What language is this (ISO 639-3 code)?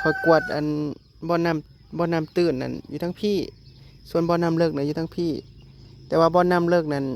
tts